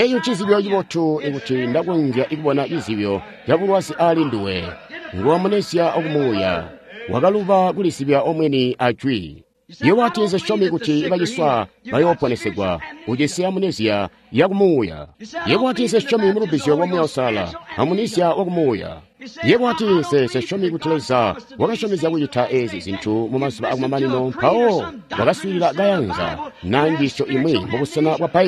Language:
Tonga (Zambia)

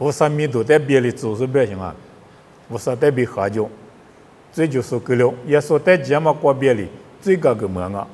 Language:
Lisu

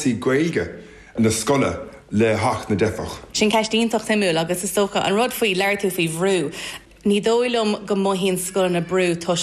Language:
Irish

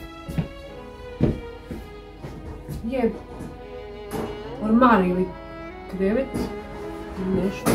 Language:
Croatian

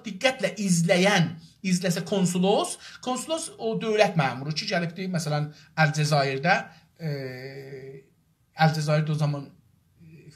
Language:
South Azerbaijani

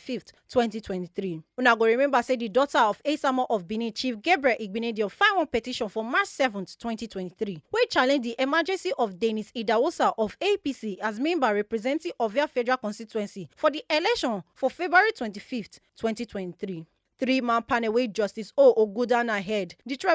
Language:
Nigerian Pidgin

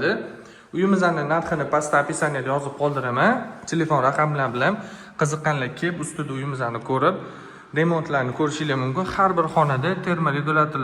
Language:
Uzbek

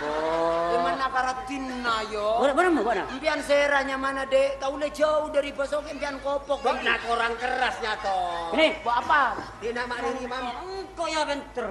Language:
Madurese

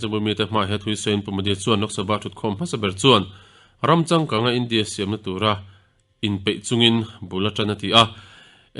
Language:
Mizo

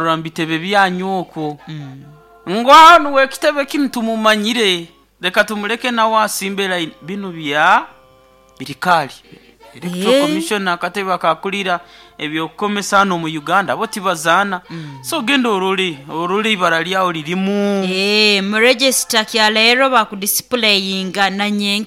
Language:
Nyoro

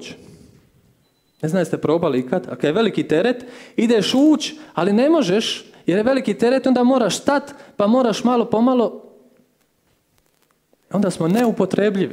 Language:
Croatian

